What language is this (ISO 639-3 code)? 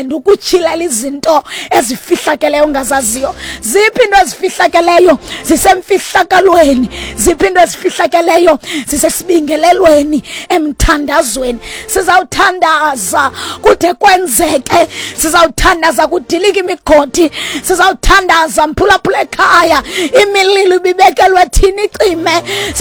xho